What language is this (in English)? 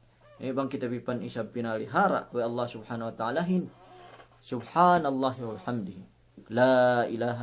Yakan